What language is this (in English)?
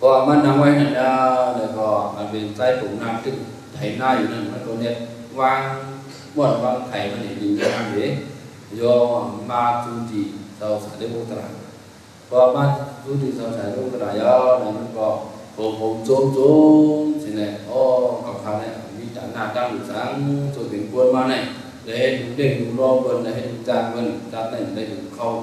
Shan